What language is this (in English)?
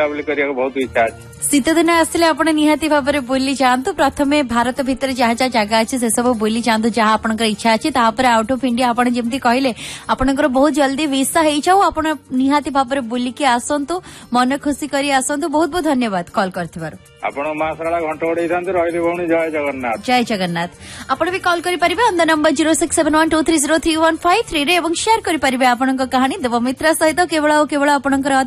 Odia